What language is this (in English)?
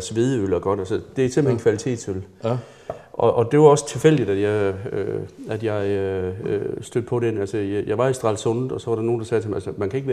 Danish